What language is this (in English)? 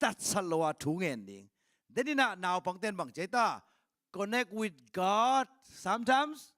Tedim Chin